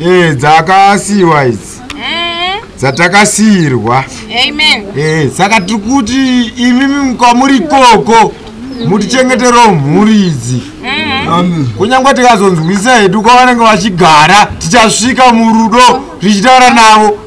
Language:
Shona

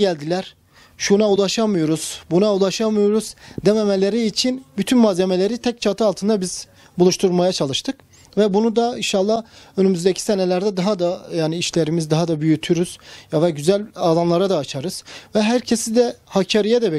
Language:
Turkish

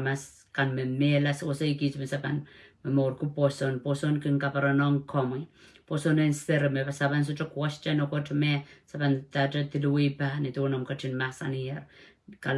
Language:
Pohnpeian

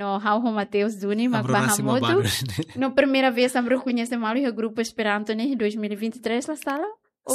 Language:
Tetum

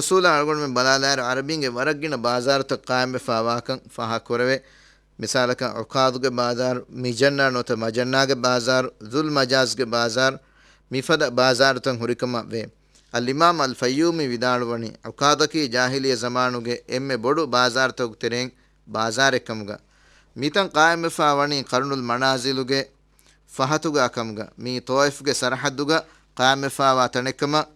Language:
Divehi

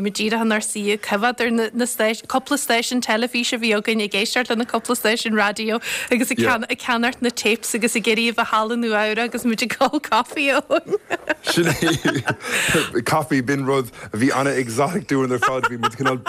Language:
Irish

